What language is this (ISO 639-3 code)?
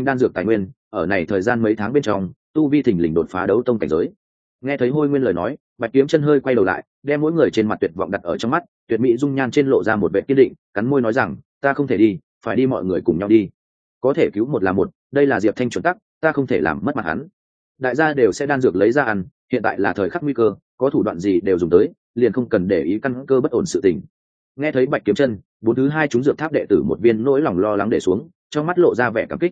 vie